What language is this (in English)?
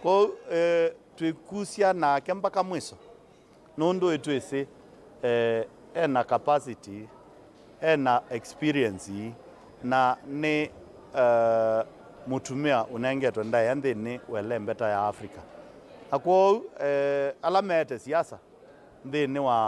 Kamba